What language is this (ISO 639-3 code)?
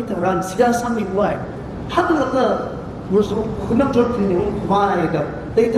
nmf